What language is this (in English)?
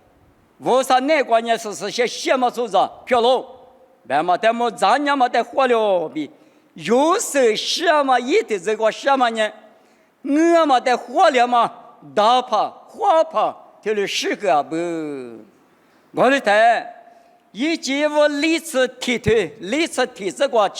Lisu